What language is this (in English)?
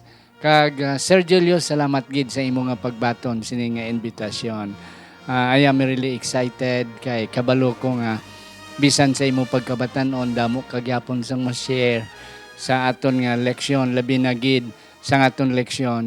Hiligaynon